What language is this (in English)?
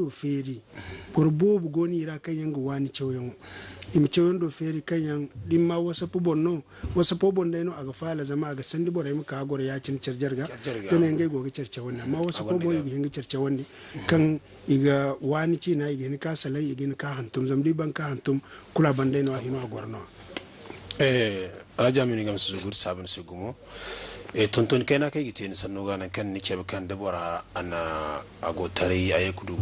Zarma